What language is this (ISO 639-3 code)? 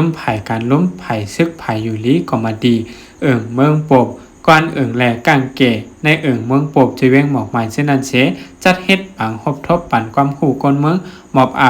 shn